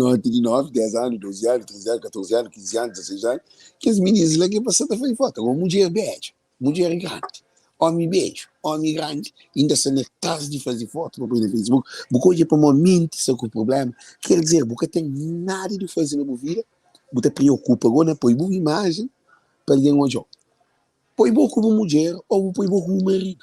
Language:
Kabuverdianu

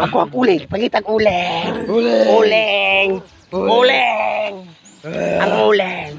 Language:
Cebuano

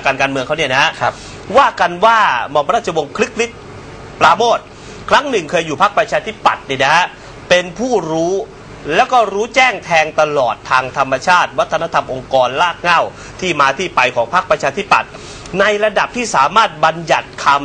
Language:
Thai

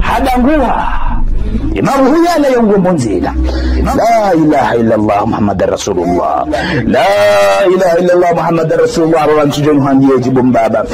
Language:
Ngazidja Comorian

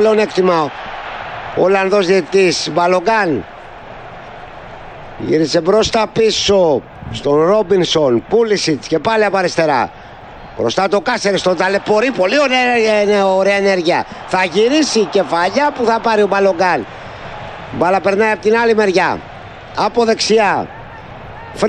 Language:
Greek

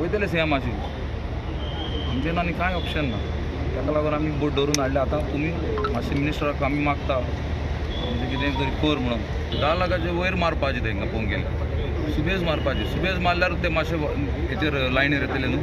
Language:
Konkani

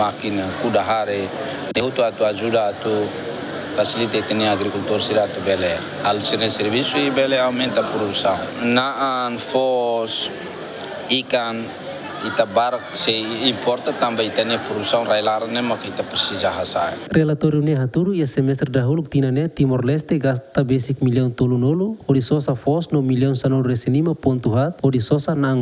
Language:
Tetum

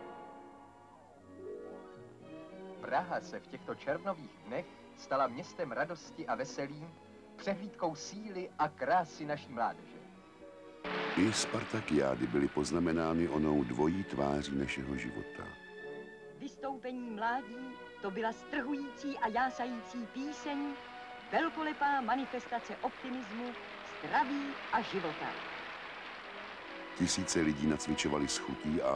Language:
Czech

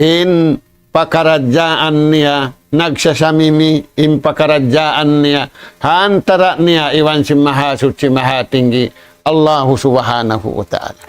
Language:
Tausug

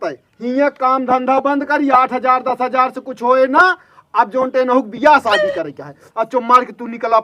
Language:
Awadhi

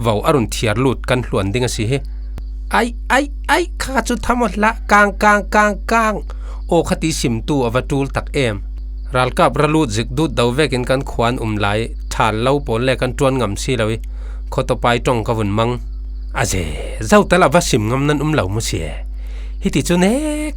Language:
Falam Chin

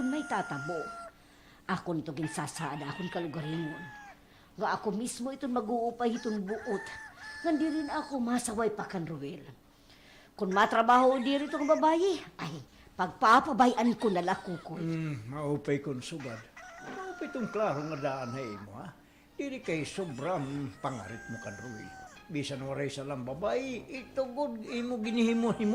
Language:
Waray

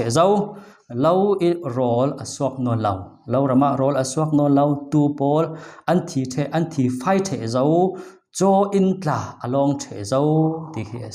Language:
Falam Chin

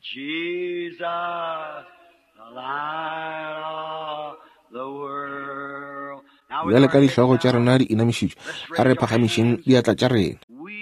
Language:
Northern Sotho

